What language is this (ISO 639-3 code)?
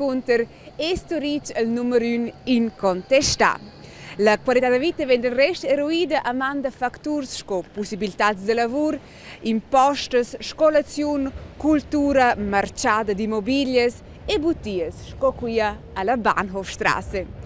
roh